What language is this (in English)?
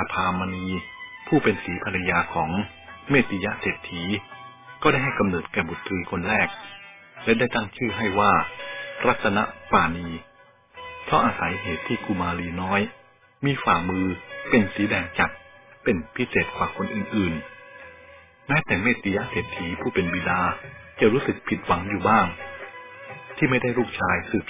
Thai